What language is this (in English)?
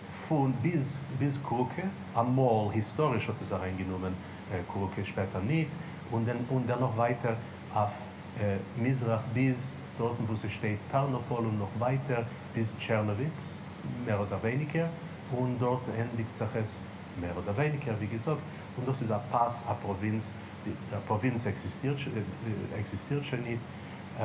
Yiddish